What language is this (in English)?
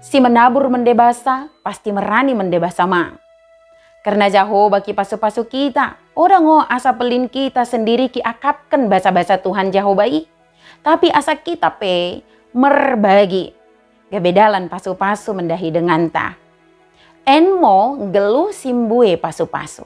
Batak Dairi